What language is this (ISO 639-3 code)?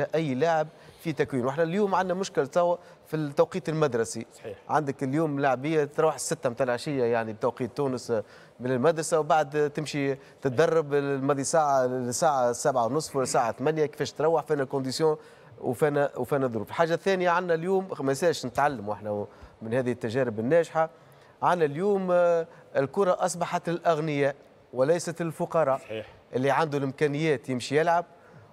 aeb